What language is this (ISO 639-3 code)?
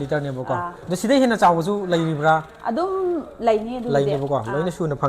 mni